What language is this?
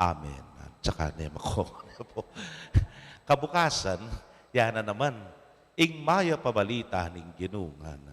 Pampanga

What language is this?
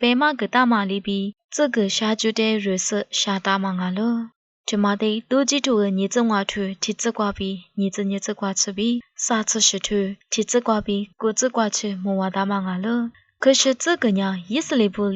Lisu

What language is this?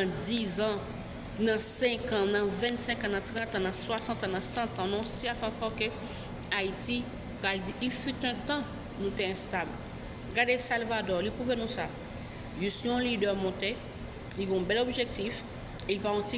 Haitian Creole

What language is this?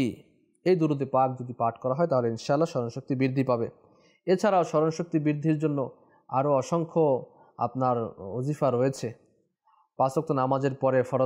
Bangla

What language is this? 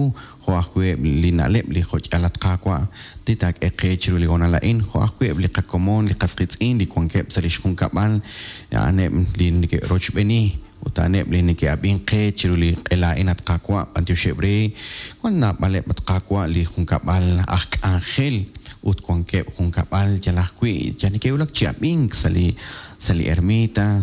Kekchí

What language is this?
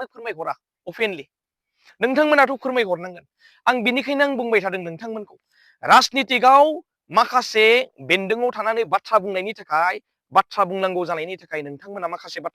Bodo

